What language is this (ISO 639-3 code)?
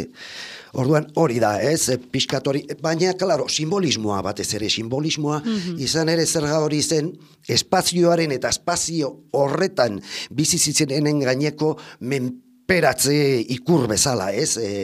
eus